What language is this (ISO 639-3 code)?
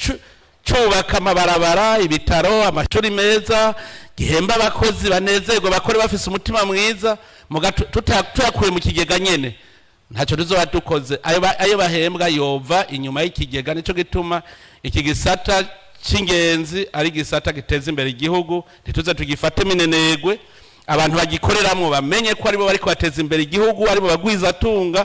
run